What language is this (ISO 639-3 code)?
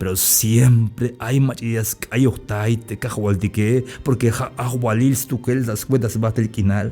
tzh